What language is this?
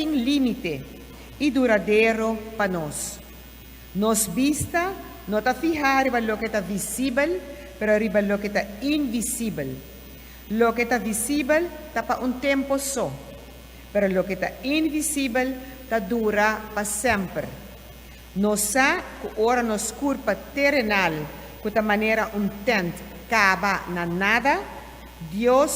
Papiamento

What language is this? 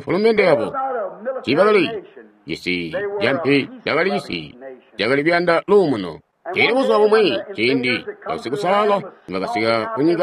Tonga (Zambia)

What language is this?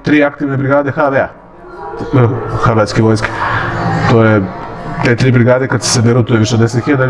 Serbian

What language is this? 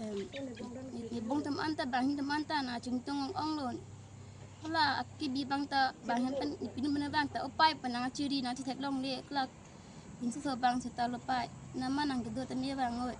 Karbi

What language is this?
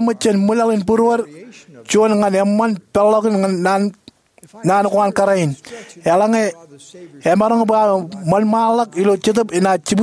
Marshallese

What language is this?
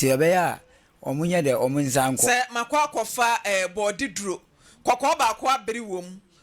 Akan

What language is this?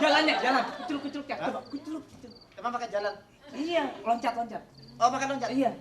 Betawi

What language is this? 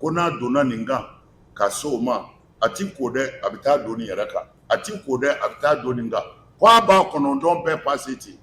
Bambara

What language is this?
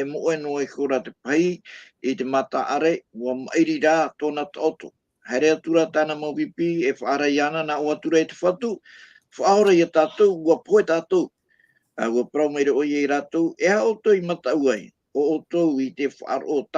Tahitian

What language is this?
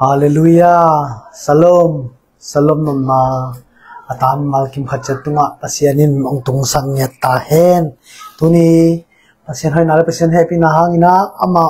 Tedim Chin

